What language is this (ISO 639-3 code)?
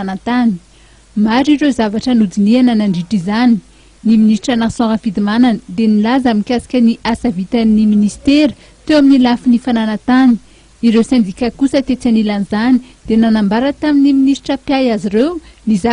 mlg